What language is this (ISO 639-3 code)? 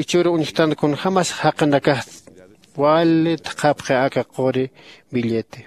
aym